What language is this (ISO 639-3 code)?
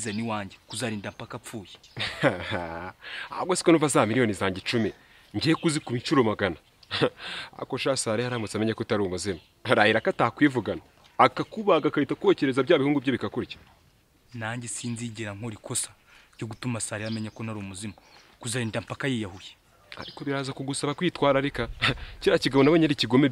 kin